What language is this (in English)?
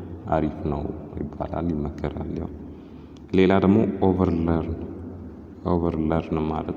Amharic